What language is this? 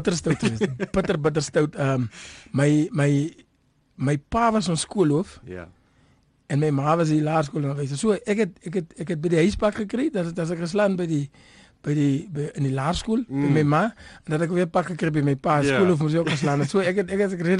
Afrikaans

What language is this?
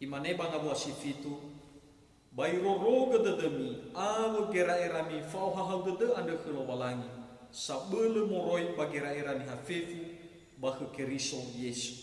Nias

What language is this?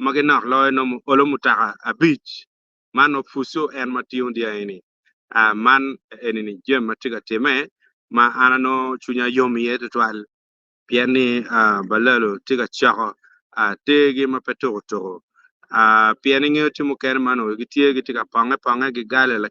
Acoli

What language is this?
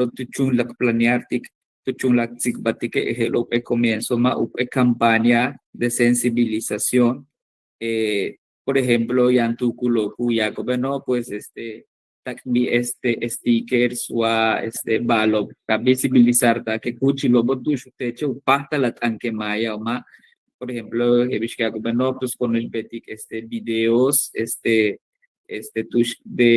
Yucateco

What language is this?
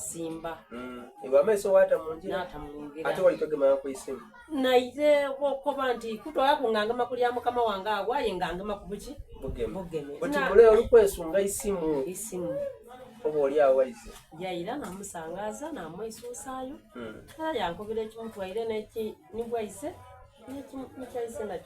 Soga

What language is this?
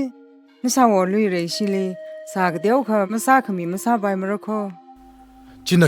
Tangkhul Naga (India)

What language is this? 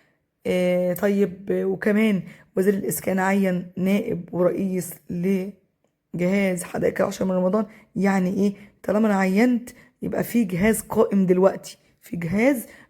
Egyptian Arabic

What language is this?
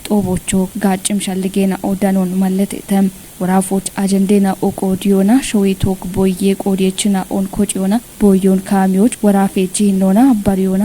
Kafa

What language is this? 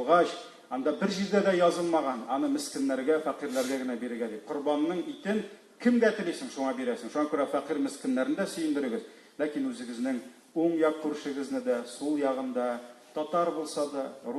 Tatar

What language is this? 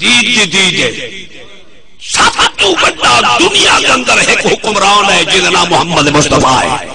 Saraiki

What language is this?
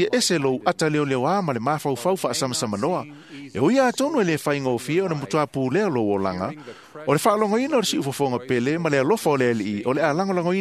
Samoan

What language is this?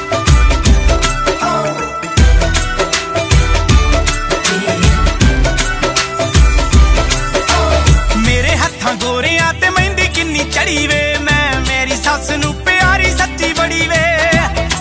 Punjabi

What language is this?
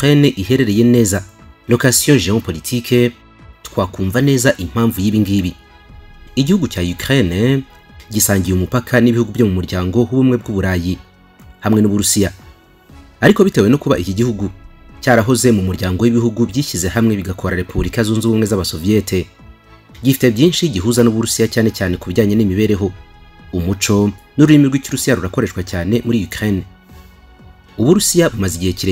Kinyarwanda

